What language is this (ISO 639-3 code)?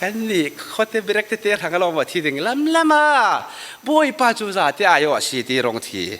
cfm